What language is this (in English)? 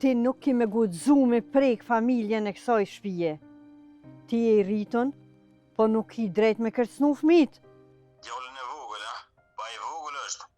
Albanian